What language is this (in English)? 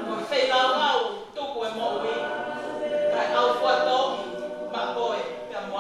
Tongan